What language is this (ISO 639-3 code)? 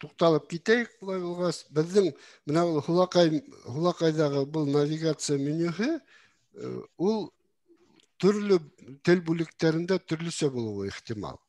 bak